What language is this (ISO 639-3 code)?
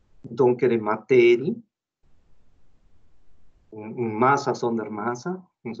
nld